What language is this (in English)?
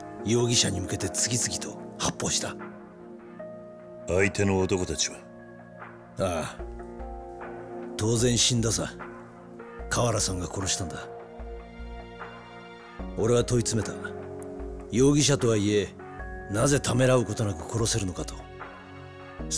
Japanese